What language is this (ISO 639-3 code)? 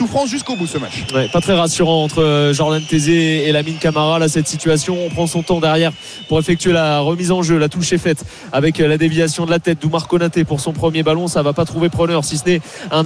fra